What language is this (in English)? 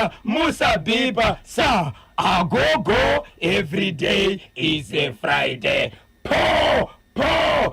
Shona